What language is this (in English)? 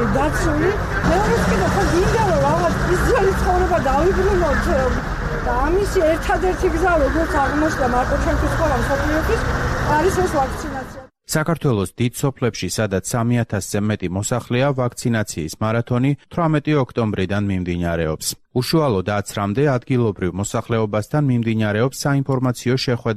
Georgian